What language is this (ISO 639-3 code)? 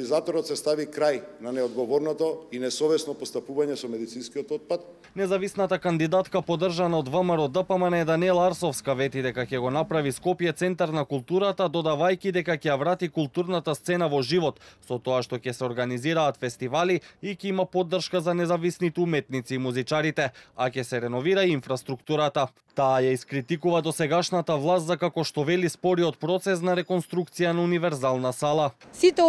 mkd